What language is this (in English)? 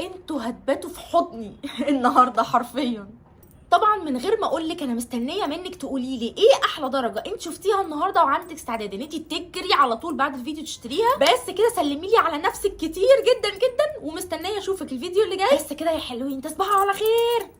Egyptian Arabic